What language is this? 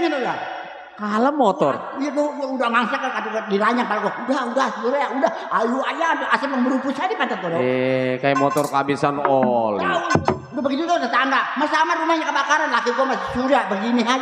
Betawi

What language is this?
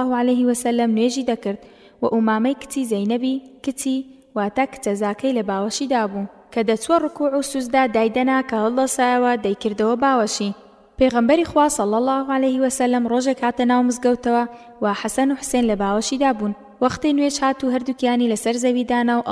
Central Kurdish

